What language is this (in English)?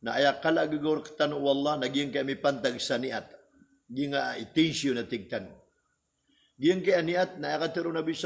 Maranao